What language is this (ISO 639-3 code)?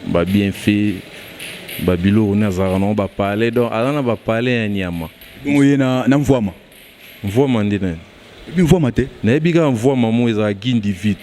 lin